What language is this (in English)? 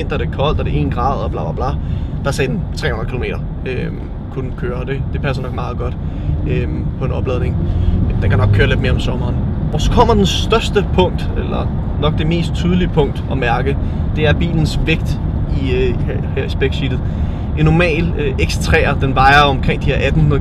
Danish